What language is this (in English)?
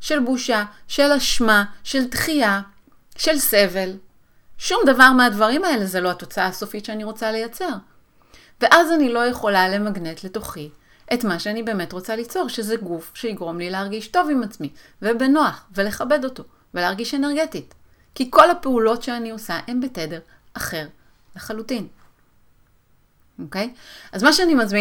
Hebrew